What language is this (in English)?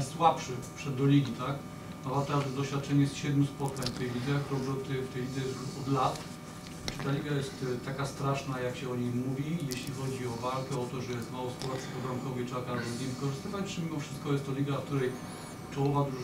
Polish